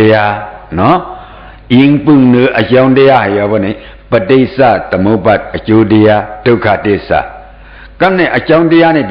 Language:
Shan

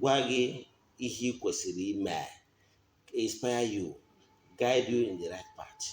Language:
Igbo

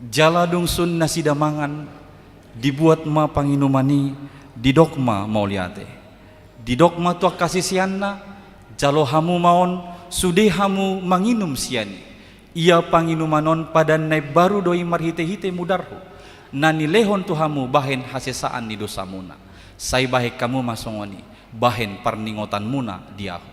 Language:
Batak Toba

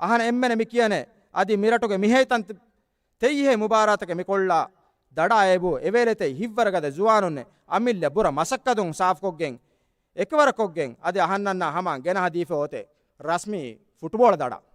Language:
Divehi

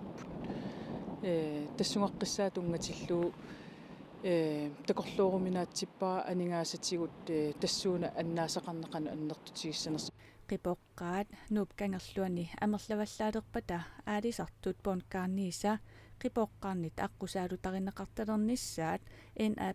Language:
Kalaallisut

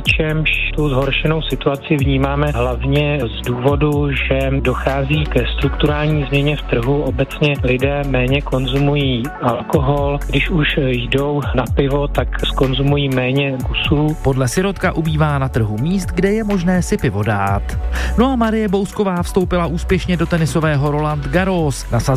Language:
Czech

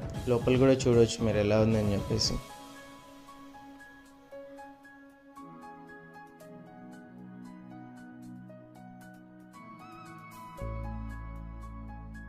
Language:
Telugu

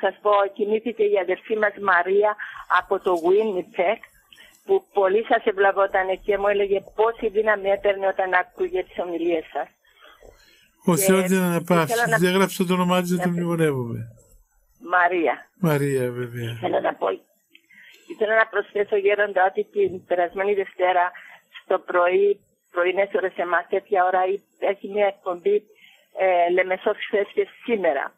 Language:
Greek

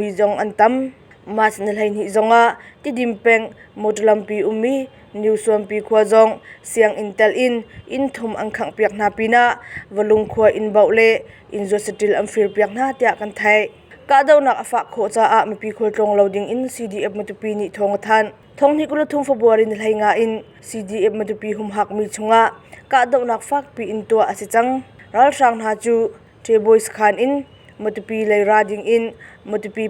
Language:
Hakha Chin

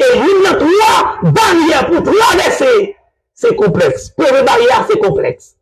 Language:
Haitian Creole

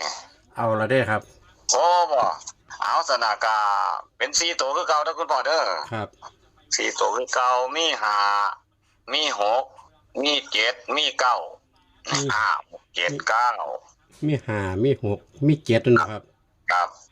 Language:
Northeastern Thai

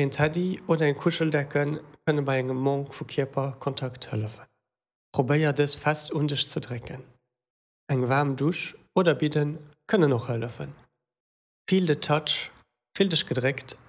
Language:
Luxembourgish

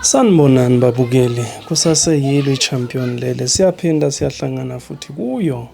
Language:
Zulu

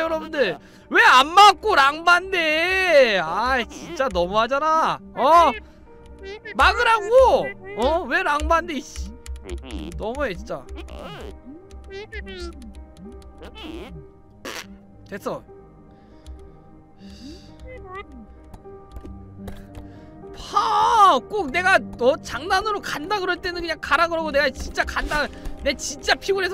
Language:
Korean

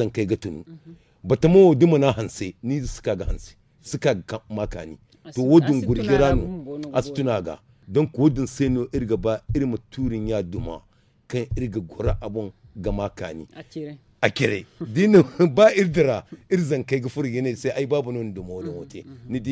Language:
Zarma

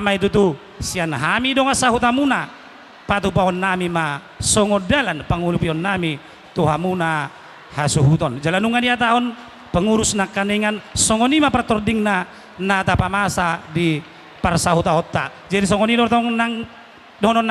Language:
Batak Toba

